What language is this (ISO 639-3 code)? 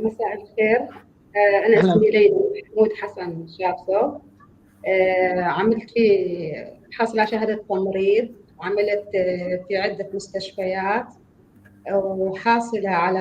apc